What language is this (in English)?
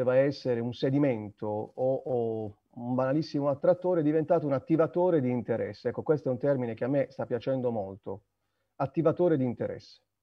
Italian